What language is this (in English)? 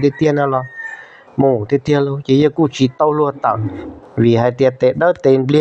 Hmong